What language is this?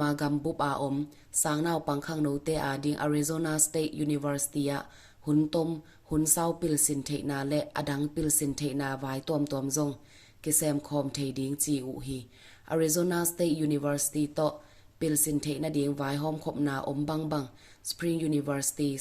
Tedim Chin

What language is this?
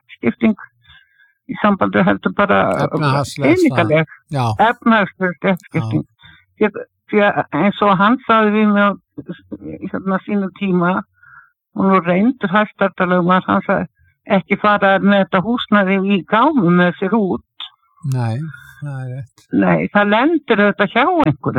Icelandic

